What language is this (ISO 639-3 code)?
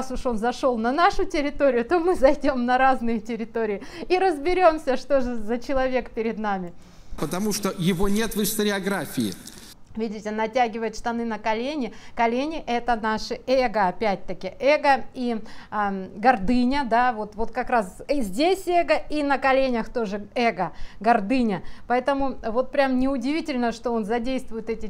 rus